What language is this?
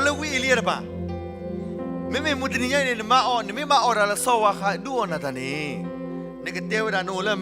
S'gaw Karen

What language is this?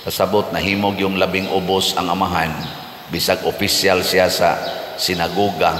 Cebuano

